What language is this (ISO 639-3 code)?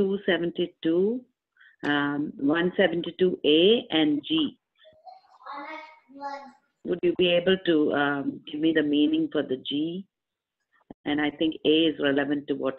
tam